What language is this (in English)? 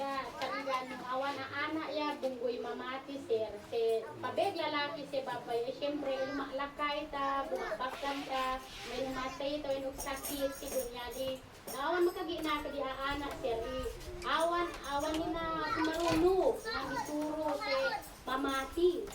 Isnag